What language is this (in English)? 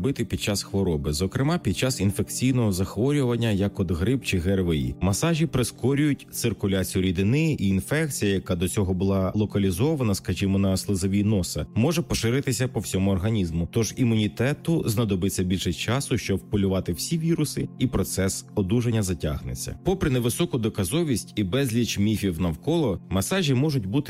Ukrainian